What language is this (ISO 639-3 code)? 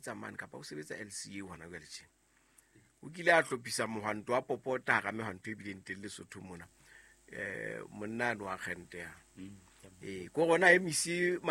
sot